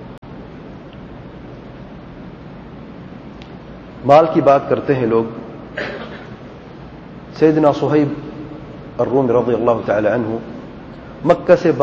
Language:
Urdu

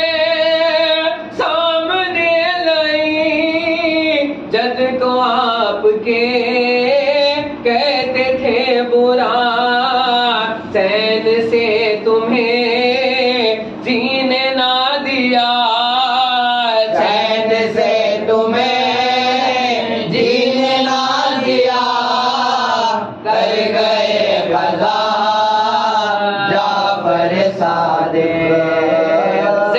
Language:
Urdu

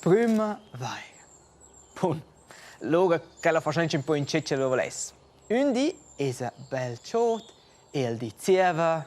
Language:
Romansh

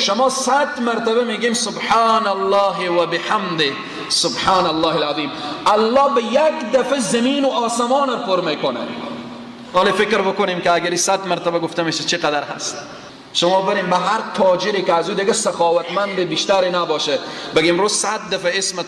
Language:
Persian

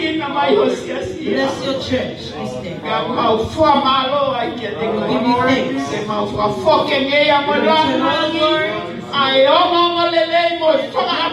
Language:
Tongan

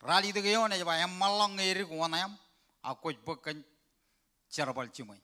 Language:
Marshallese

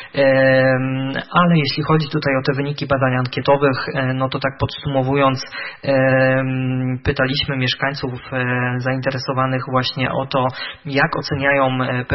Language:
Polish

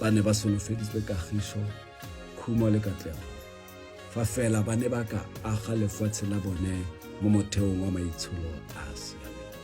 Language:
Tswana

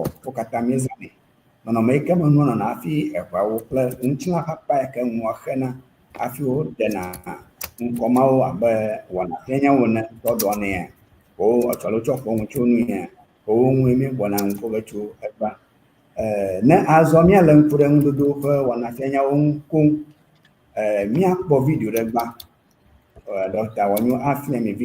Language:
Ewe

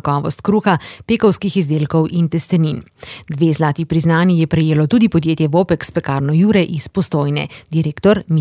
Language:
Slovenian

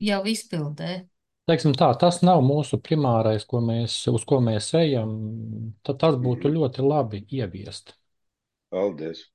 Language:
Latvian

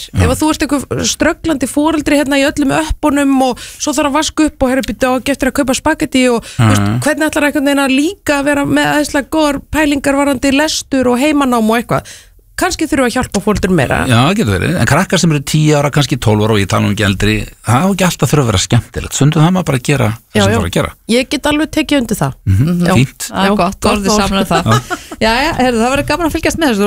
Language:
Icelandic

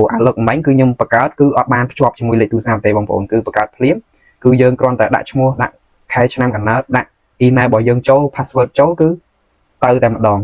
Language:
Khmer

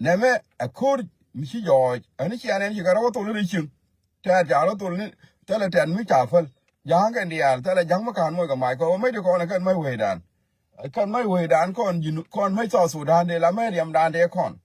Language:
Nuer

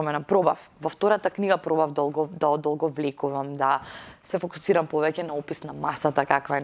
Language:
Macedonian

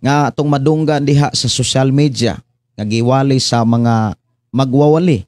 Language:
Cebuano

